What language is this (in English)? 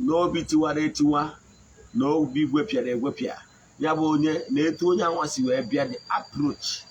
Igbo